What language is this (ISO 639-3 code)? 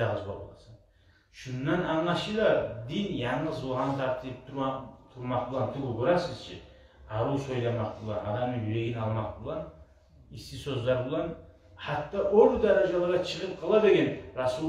kum